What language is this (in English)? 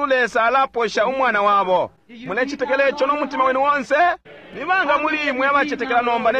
Bemba